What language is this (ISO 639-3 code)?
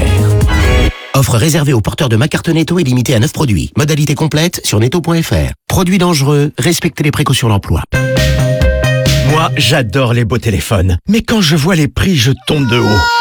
fra